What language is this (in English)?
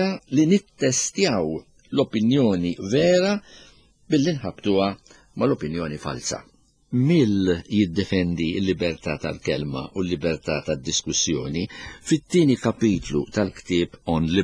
Maltese